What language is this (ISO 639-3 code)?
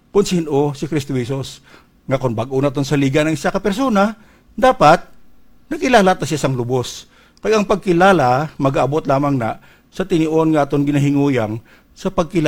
hil